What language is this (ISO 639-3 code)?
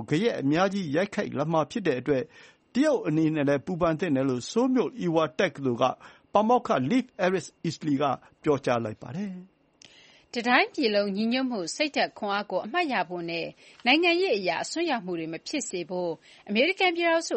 mya